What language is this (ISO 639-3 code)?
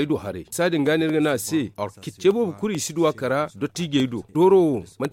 dje